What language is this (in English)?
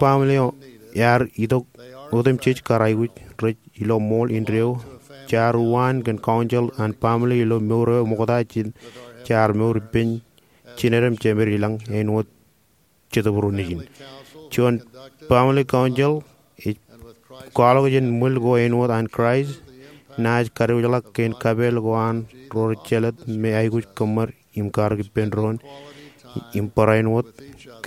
Marshallese